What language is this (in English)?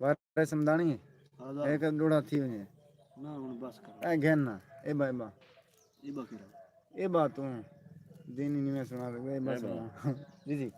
Saraiki